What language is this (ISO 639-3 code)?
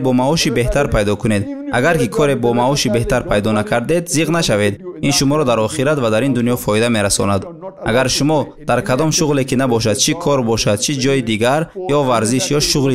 tgk